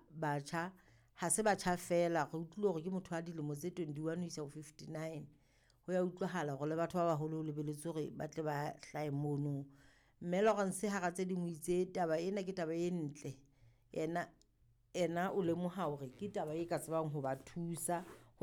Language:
Southern Sotho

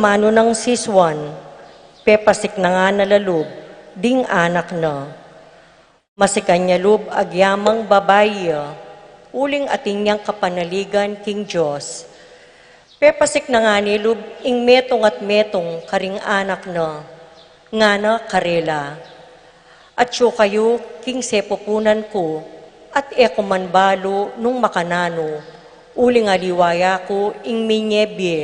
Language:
Pampanga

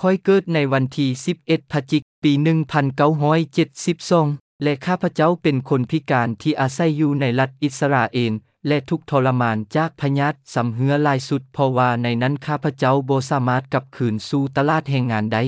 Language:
Lao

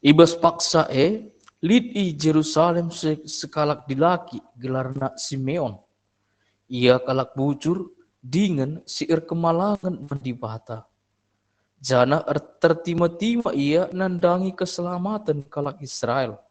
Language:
Batak Karo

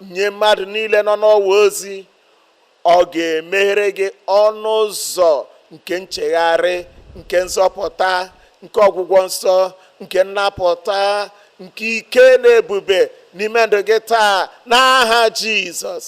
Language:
Igbo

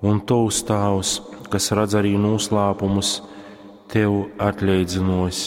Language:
Latgalian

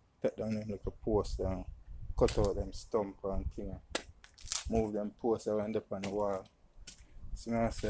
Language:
Jamaican Creole English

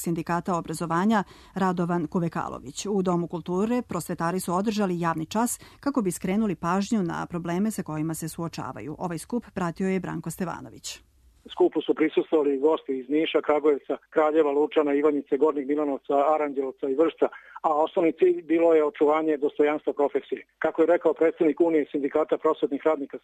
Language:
Serbian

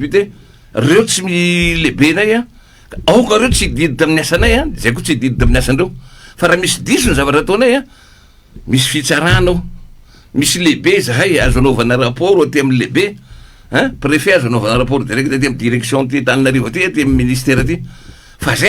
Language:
Malagasy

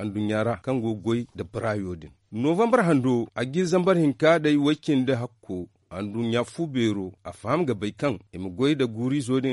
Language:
Zarma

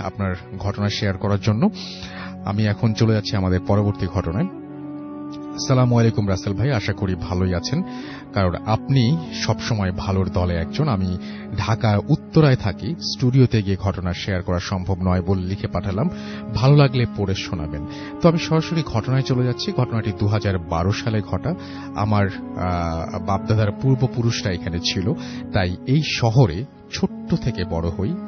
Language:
Bangla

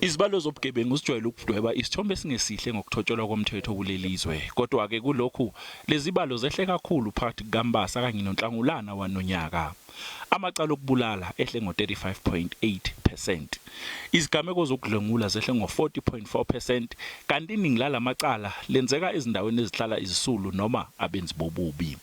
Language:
Zulu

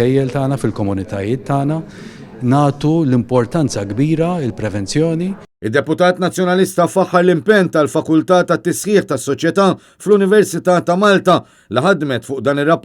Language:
Maltese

